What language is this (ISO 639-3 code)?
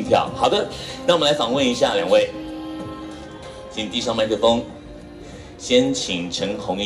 zho